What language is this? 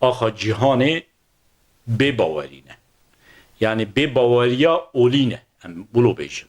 Kurdish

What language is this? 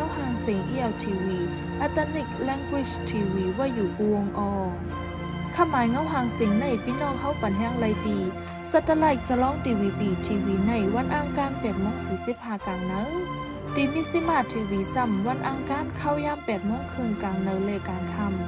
Shan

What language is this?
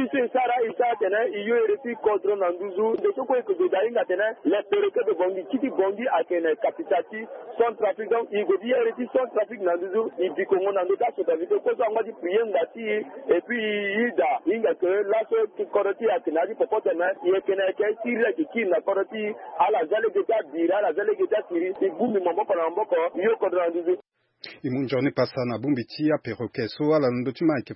Sango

